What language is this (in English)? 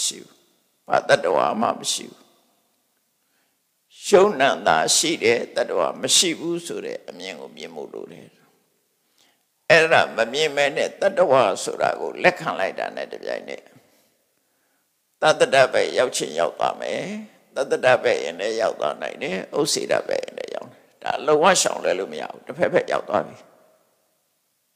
Burmese